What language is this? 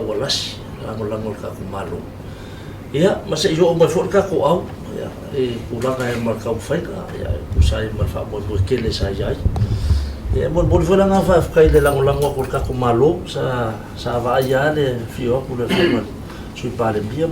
Samoan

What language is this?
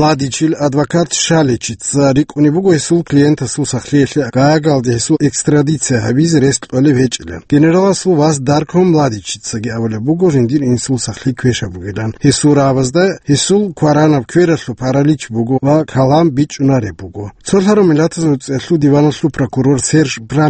Avaric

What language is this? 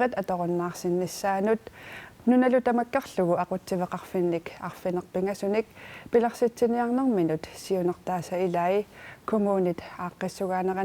Kalaallisut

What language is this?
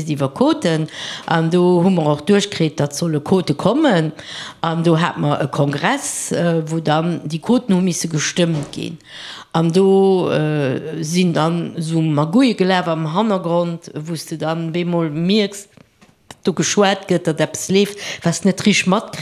Luxembourgish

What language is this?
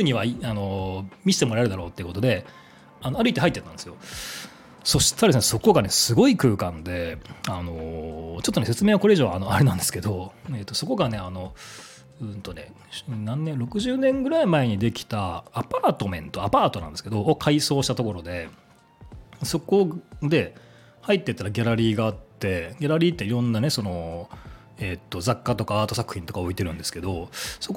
Japanese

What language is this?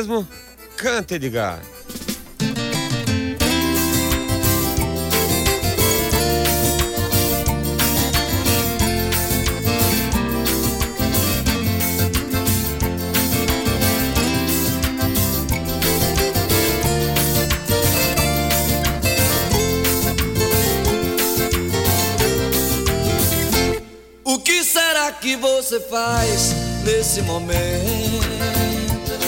Portuguese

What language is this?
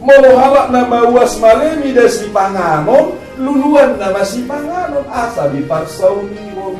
Batak Toba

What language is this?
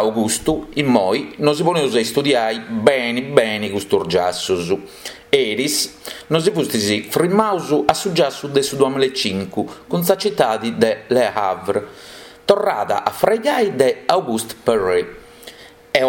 Sardinian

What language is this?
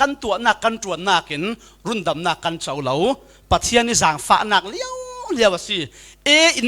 Falam Chin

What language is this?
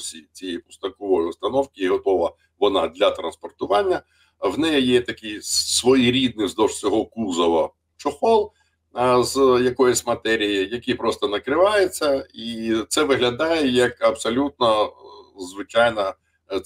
Ukrainian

